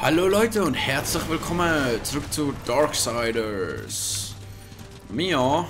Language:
Swiss German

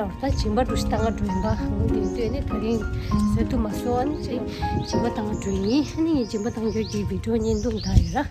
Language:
Tibetan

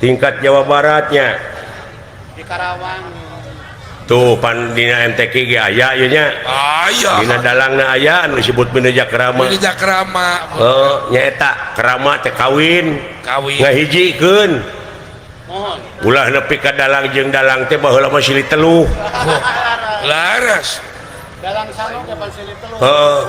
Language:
Sundanese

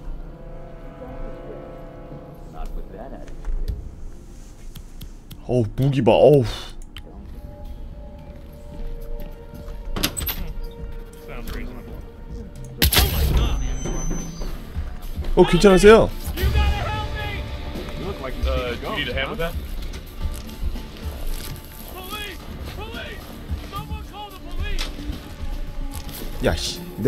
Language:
Korean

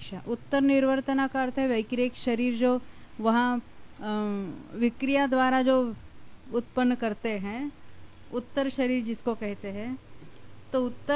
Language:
Hindi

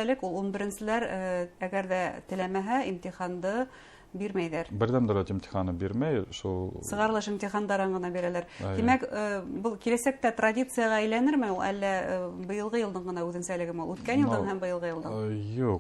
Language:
Bashkir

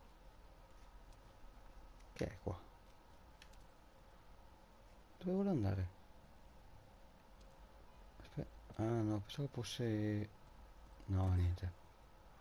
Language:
Italian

